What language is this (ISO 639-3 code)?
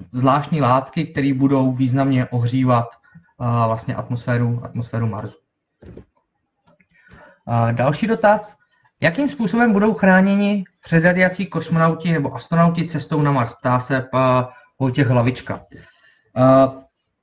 ces